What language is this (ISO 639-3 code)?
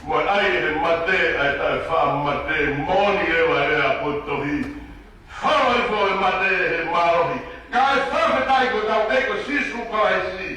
ton